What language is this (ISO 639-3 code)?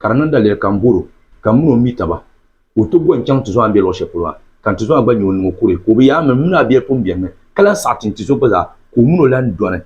dag